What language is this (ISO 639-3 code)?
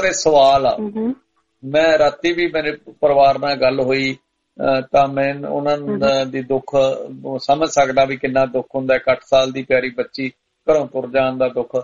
pan